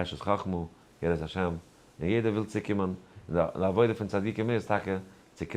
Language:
Yiddish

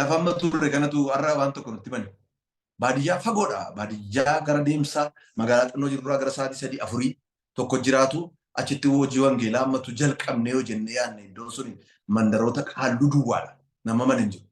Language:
Oromo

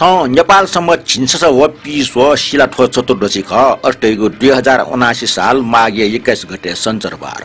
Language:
Newari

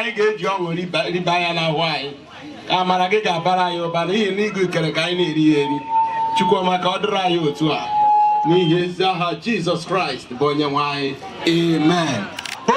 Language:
Igbo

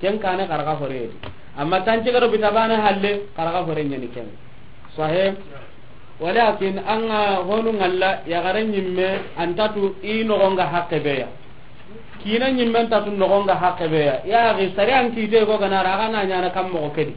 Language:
Soninke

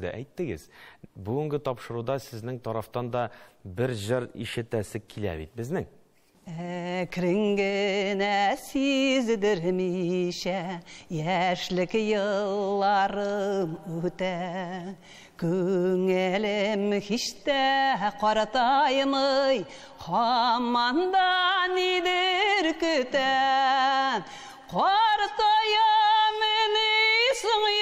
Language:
Tatar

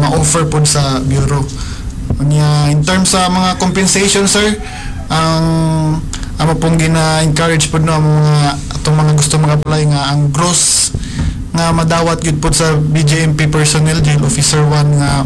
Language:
Cebuano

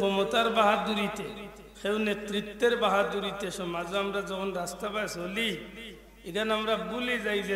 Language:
Sylheti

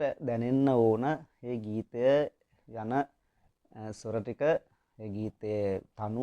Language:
Sinhala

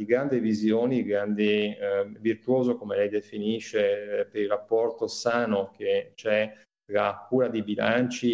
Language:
Italian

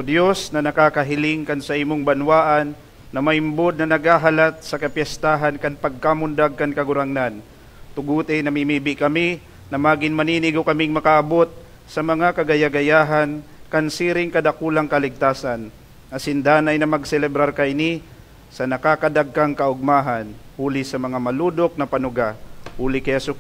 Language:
Bikol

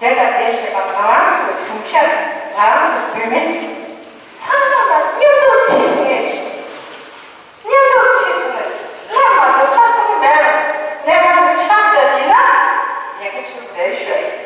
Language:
Tibetan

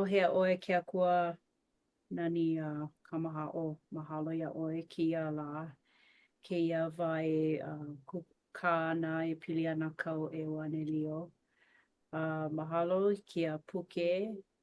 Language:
Hawaiian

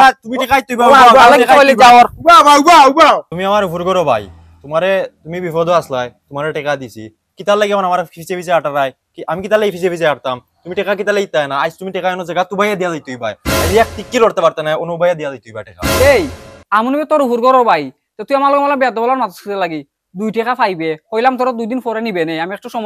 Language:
Sylheti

